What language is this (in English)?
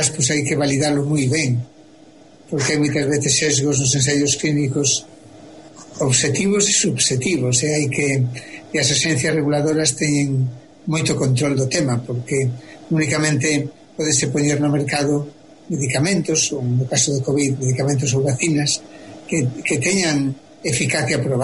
Galician